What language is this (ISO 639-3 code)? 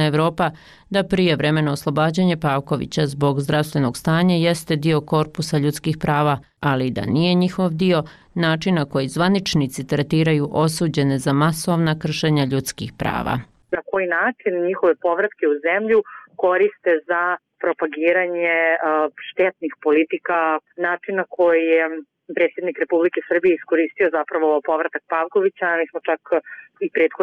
bos